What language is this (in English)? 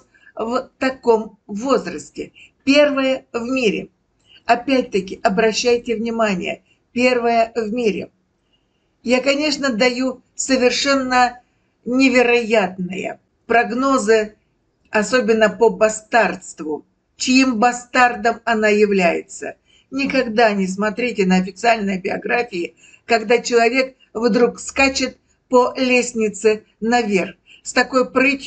Russian